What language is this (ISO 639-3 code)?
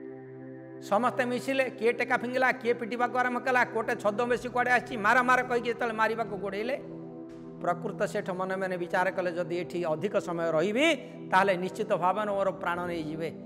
ori